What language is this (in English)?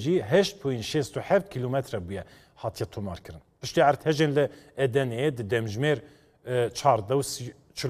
Kurdish